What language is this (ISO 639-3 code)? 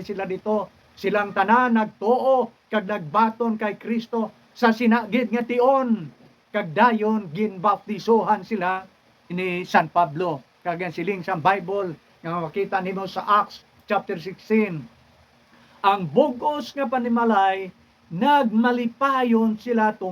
hil